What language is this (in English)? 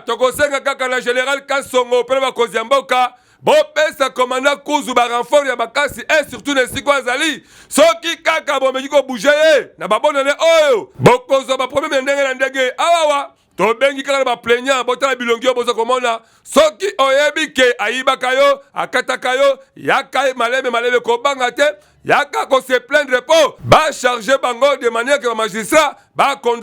Lingala